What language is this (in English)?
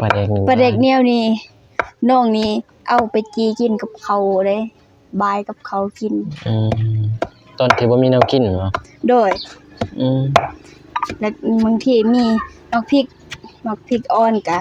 Lao